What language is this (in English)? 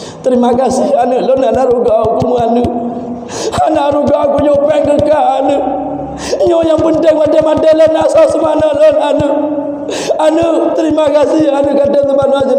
Achinese